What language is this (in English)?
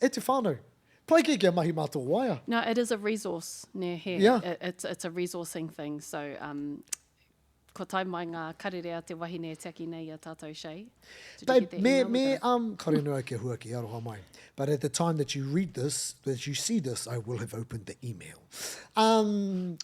Māori